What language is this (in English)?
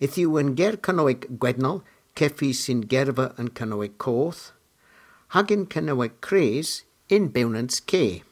Cornish